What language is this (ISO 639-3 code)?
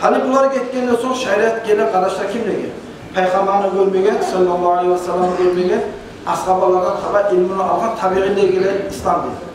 kum